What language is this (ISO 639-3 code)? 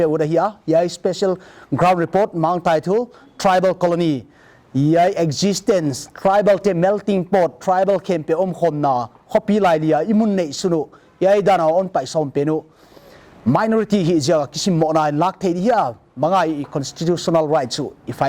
pck